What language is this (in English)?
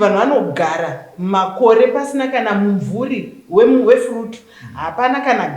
Shona